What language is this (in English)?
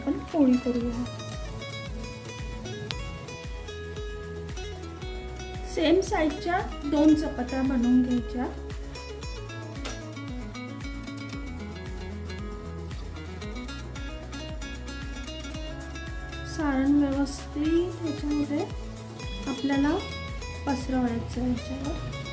Marathi